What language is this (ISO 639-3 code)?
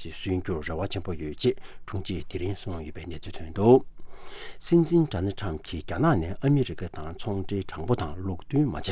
bod